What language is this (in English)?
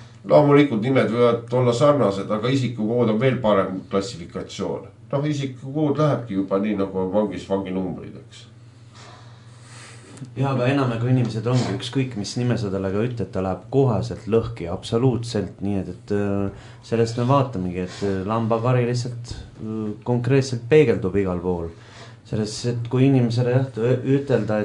Estonian